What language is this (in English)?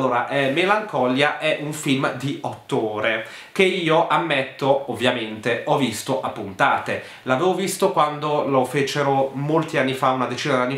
Italian